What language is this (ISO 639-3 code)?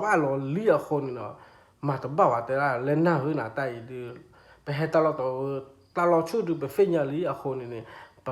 ksw